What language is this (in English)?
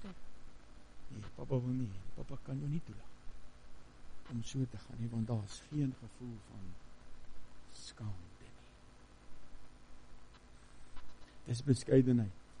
Afrikaans